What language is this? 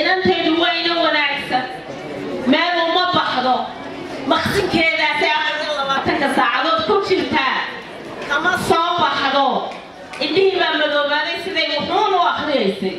Somali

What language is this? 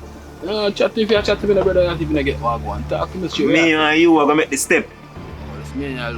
Jamaican Creole English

